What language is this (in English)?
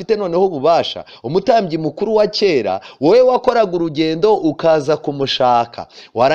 Kinyarwanda